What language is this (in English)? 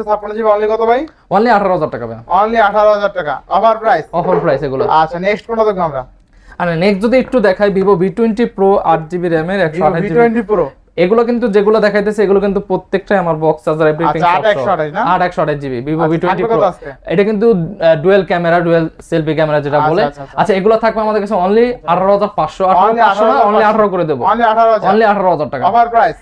Bangla